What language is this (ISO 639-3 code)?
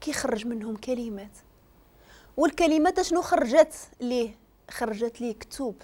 ary